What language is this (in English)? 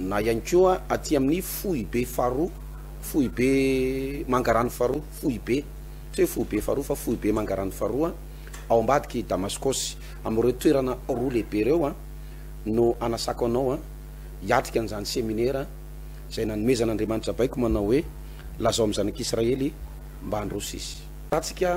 Malagasy